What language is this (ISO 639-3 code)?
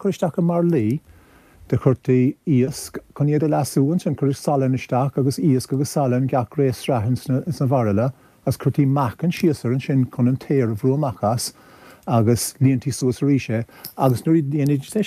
gle